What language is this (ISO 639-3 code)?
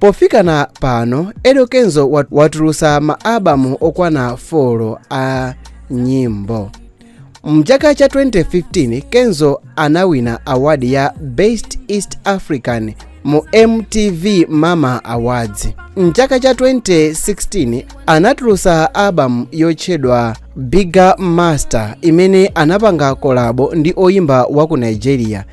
nya